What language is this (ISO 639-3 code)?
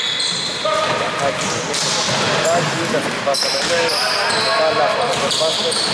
ell